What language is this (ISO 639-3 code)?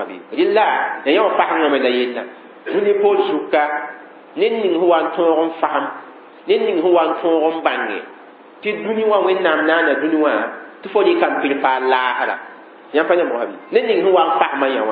mos